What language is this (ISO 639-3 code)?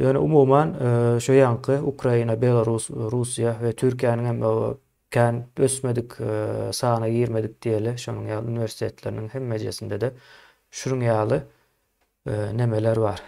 tuk